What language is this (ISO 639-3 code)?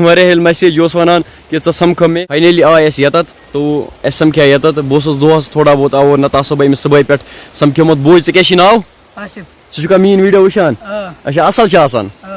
kas